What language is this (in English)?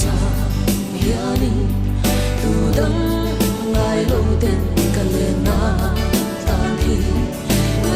Mizo